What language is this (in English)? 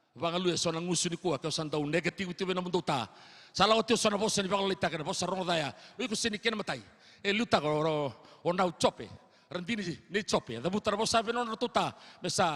Fijian